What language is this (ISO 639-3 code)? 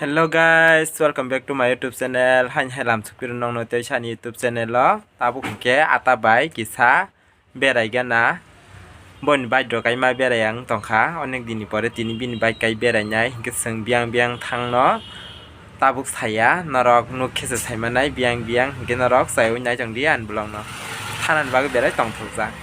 trp